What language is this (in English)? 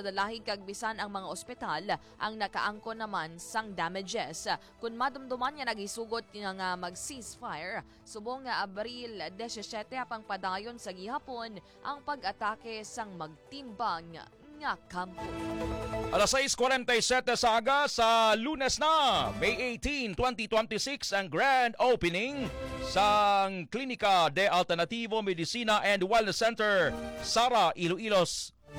Hiligaynon